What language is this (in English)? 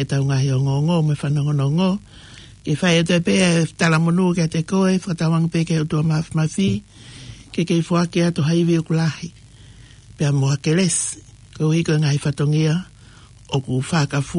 Tongan